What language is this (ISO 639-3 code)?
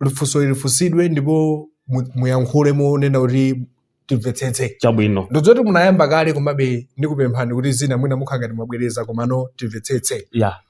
nya